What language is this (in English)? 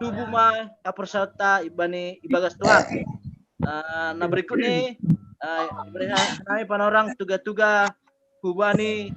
Batak Simalungun